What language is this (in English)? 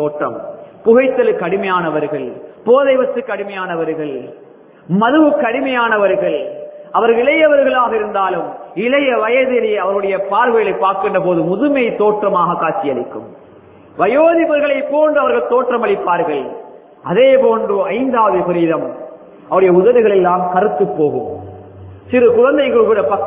Tamil